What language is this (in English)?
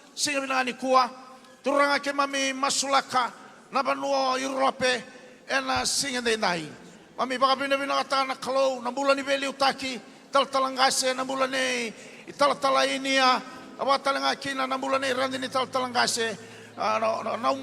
Fijian